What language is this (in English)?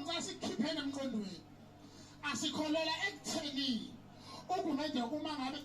Zulu